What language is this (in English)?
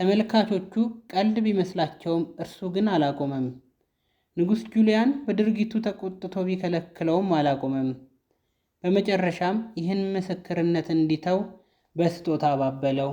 Amharic